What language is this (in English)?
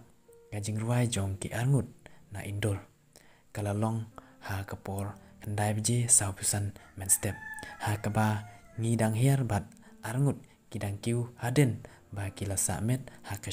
Khasi